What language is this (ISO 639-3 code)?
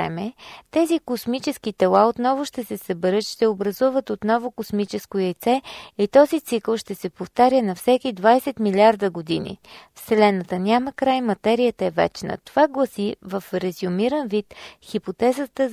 bul